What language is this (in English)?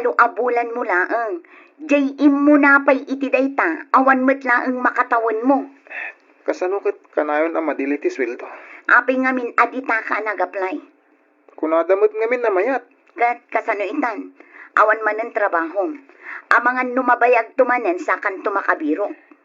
Iloko